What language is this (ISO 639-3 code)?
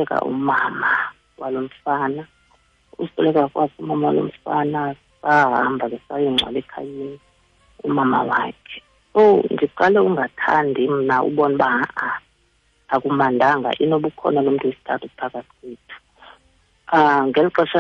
xho